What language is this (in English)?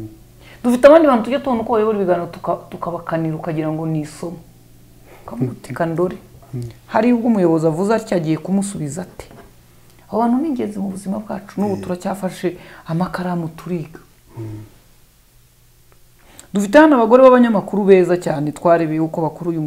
Kinyarwanda